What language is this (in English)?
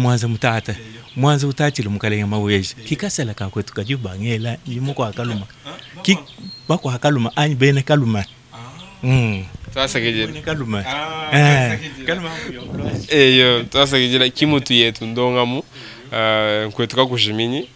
Luba-Lulua